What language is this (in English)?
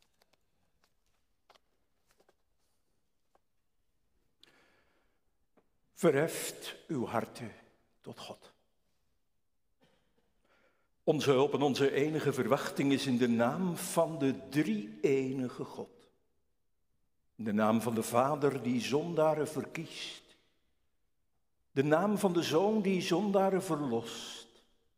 Dutch